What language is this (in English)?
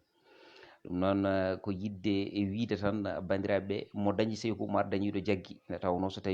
Fula